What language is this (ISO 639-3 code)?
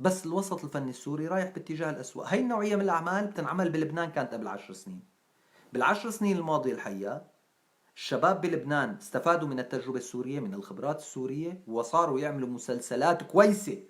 apc